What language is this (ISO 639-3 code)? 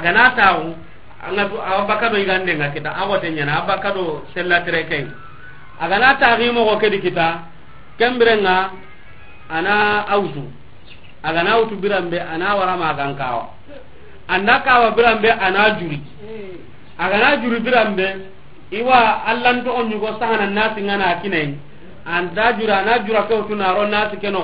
snk